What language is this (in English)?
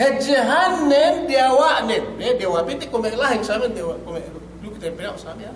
Yakan